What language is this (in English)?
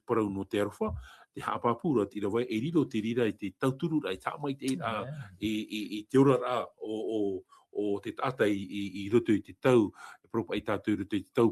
Tahitian